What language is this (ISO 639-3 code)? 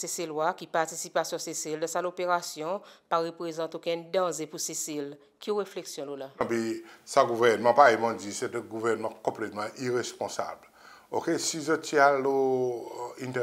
crs